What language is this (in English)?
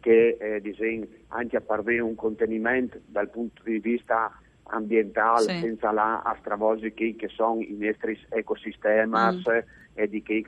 Friulian